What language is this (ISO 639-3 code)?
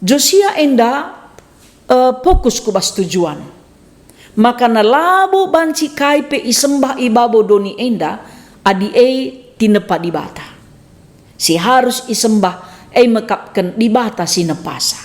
btx